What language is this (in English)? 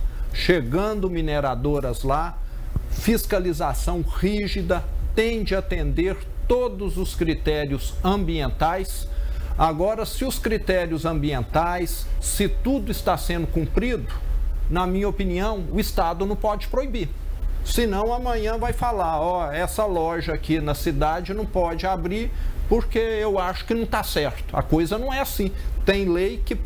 Portuguese